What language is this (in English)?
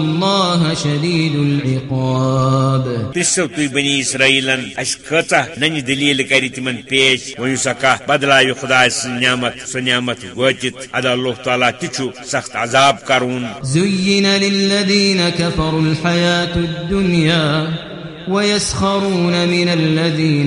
Kashmiri